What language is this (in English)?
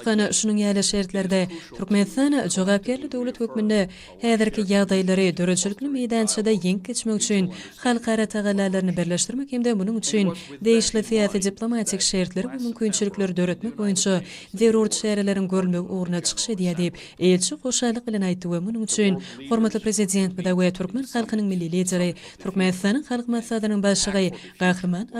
Turkmen